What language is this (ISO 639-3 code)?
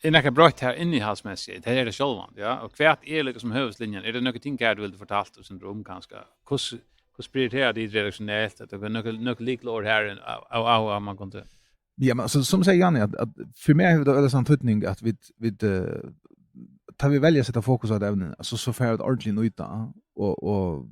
fao